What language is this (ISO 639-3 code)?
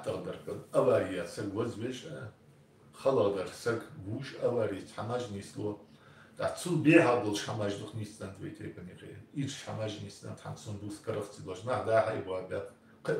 inh